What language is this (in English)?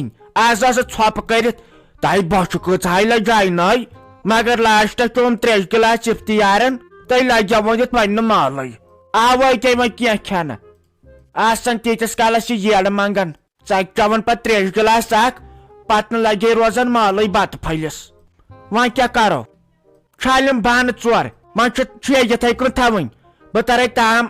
Kashmiri